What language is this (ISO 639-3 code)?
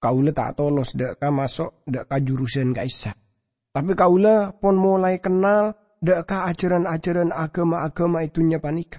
mad